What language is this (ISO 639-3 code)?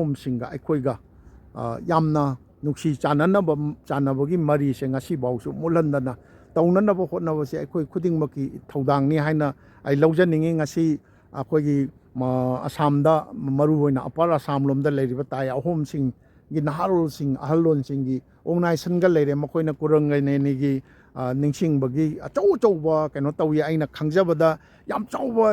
mni